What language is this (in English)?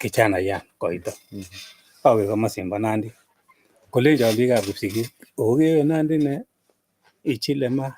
Kalenjin